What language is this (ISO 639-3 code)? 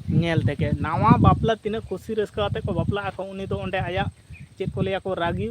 sat